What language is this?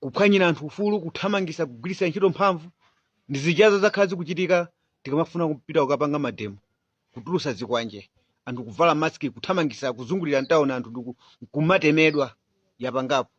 Nyanja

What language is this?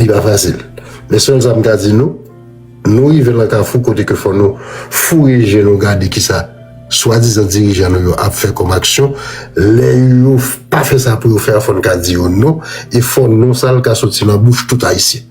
Haitian Creole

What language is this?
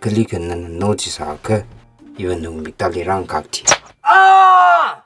Tangkhul Naga (India)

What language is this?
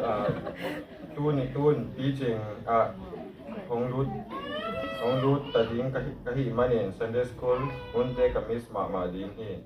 Tedim Chin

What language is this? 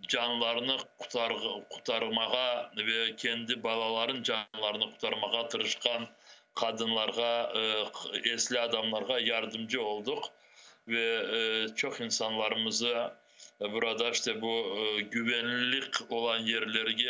Crimean Tatar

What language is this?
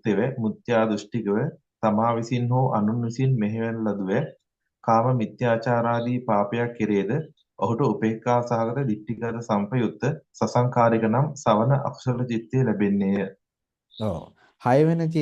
Sinhala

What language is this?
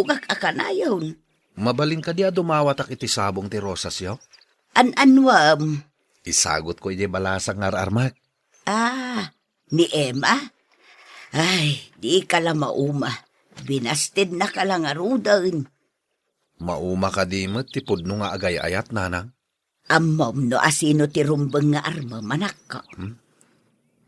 Iloko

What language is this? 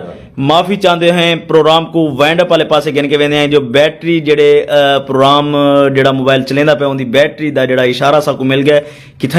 Saraiki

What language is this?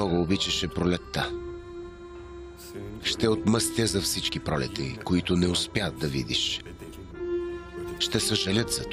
Bulgarian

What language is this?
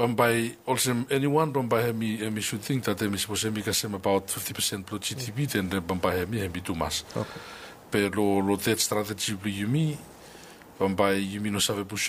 Bislama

